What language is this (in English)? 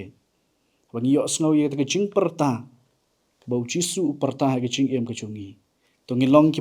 Khasi